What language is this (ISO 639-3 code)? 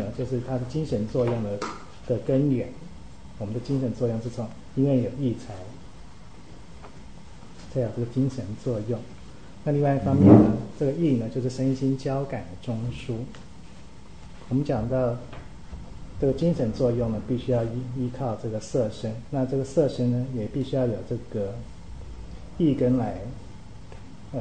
zho